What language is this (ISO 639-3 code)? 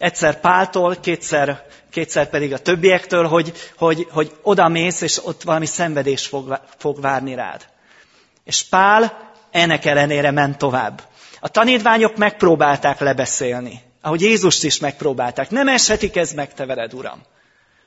hun